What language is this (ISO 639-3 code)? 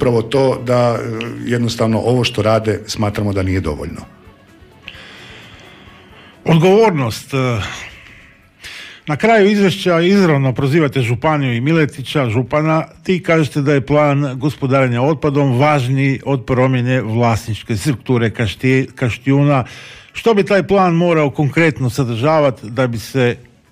hrv